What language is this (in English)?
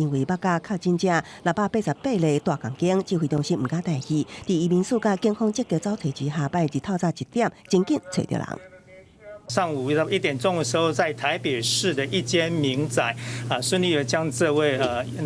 Min Nan Chinese